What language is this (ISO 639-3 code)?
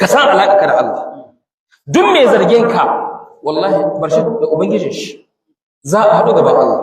hau